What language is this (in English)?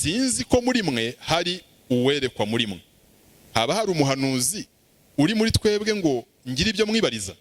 Kinyarwanda